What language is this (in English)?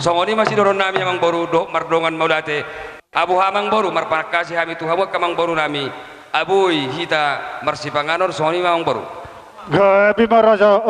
Batak Toba